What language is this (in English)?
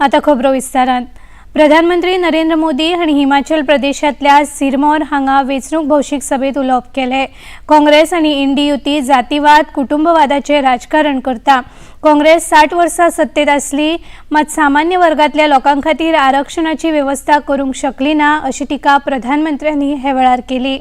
Konkani